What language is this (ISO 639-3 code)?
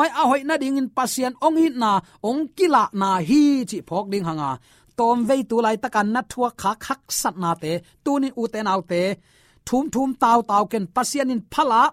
ctd